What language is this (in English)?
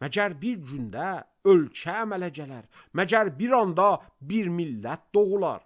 Azerbaijani